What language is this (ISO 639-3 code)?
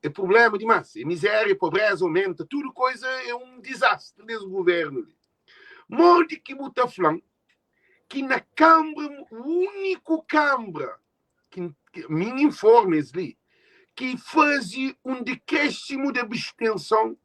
kea